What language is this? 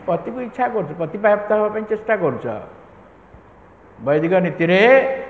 Odia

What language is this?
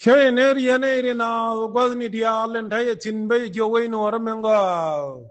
Nuer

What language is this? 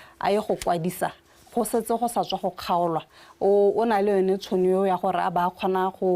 Tswana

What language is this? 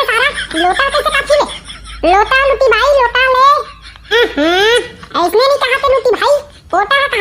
Chhattisgarhi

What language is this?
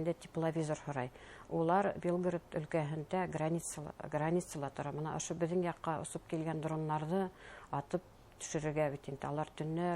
Bashkir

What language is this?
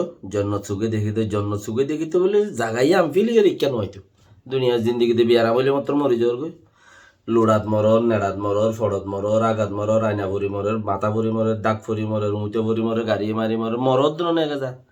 Rohingya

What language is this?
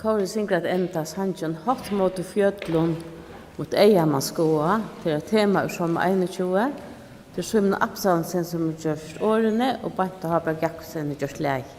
Faroese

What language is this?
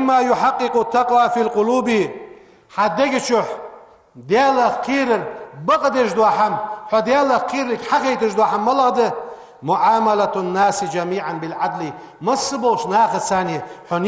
Ingush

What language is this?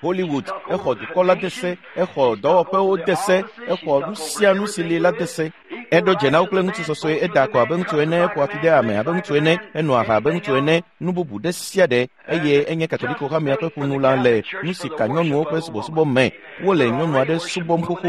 Ewe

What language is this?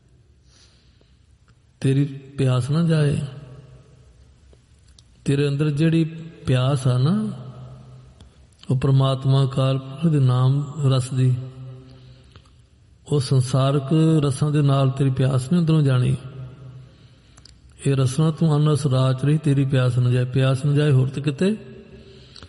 Punjabi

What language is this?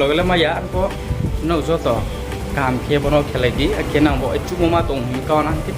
Riang (India)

